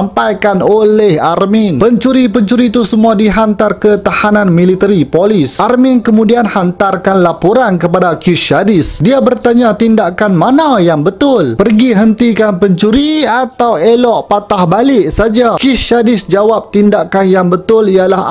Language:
Malay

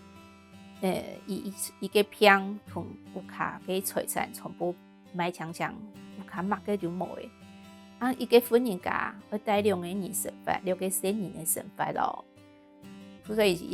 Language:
Hakka Chinese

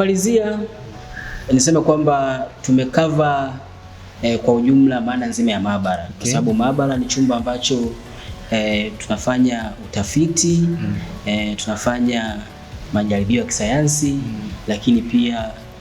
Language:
Swahili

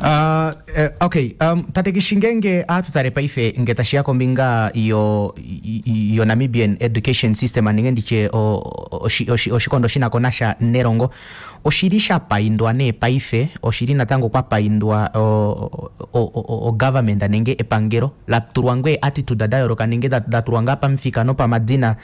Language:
Kuanyama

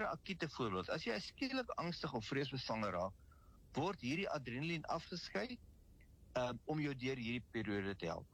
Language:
Afrikaans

